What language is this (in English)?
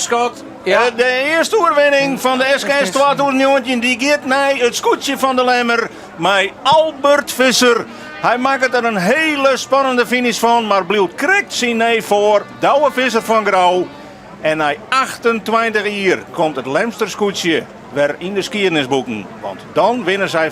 Western Frisian